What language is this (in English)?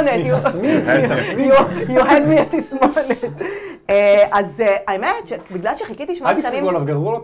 Hebrew